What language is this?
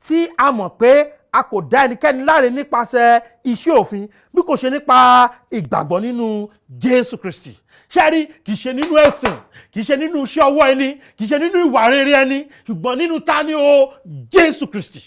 Yoruba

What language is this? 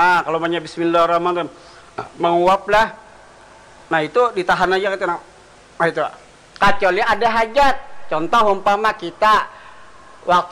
Banjar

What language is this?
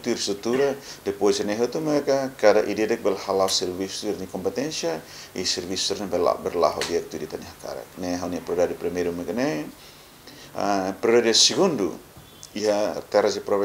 Tetum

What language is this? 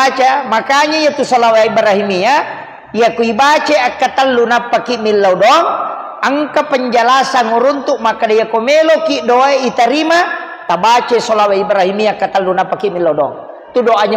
Buginese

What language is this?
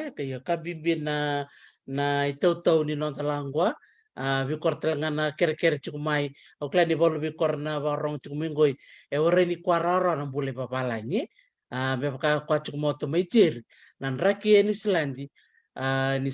Fijian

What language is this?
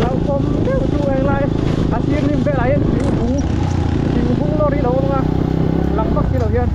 Mizo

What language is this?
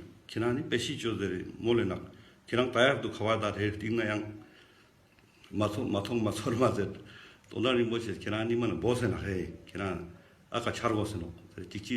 Ladakhi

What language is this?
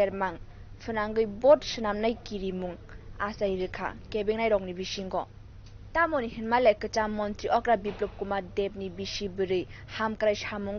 Kok Borok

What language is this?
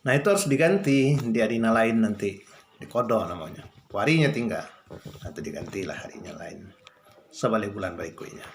Minangkabau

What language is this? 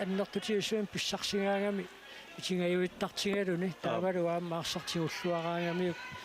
Kalaallisut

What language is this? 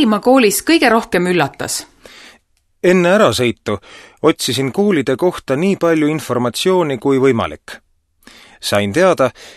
Estonian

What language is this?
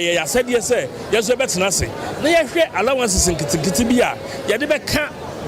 Akan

